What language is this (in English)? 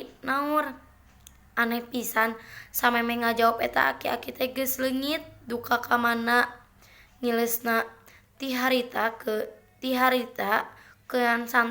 Sundanese